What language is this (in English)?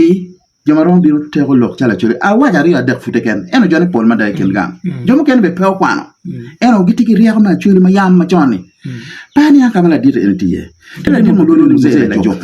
Acoli